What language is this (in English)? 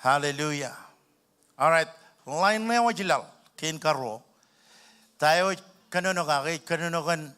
Marshallese